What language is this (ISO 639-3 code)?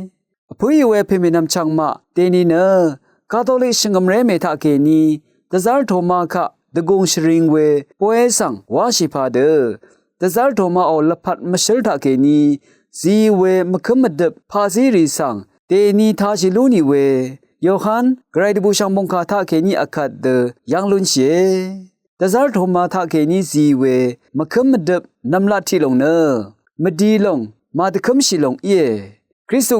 raw